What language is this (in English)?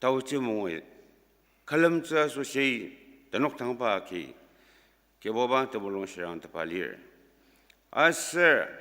Ao Naga